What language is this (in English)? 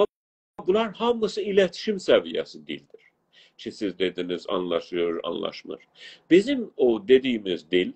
South Azerbaijani